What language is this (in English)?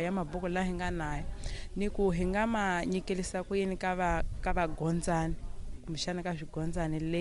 Tsonga